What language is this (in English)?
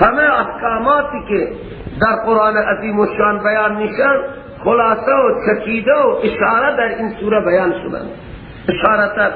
Persian